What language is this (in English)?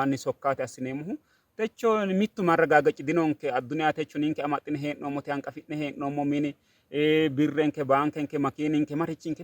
Sidamo